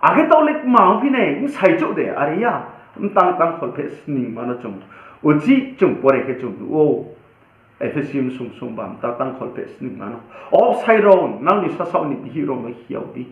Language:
Riang (India)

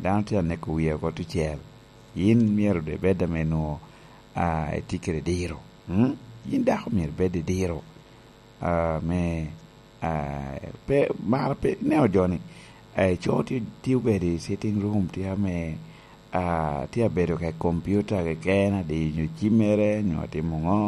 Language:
Lango (Uganda)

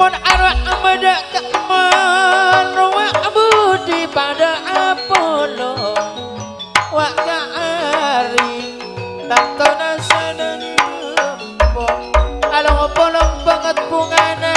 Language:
Madurese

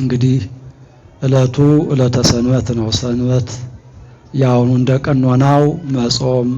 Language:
Amharic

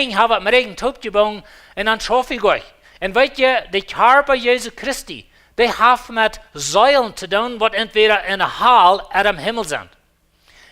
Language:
Plautdietsch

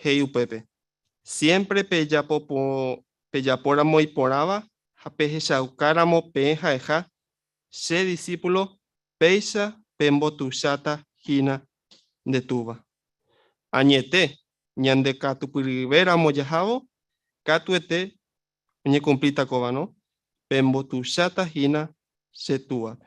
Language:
Guarani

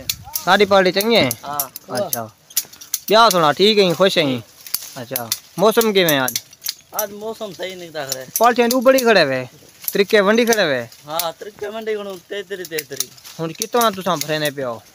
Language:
Saraiki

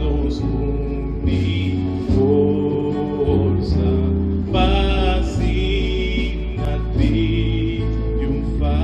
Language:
Papiamento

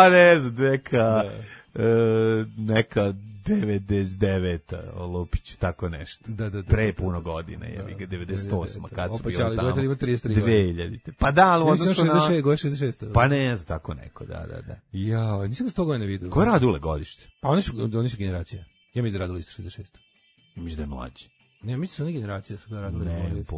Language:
Serbian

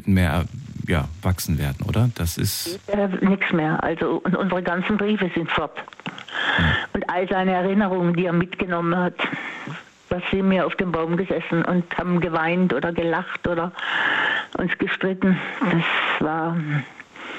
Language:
German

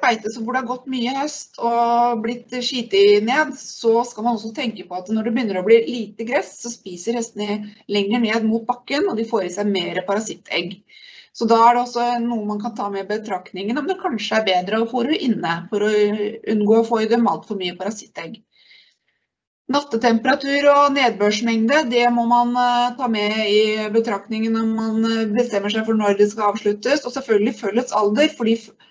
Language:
Norwegian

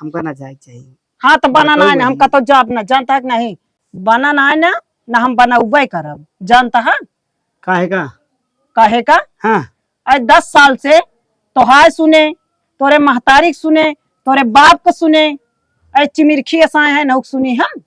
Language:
Awadhi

